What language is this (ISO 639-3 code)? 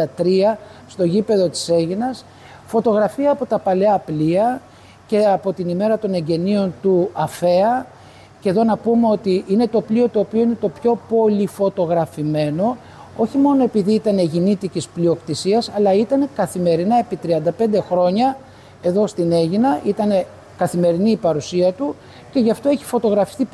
ell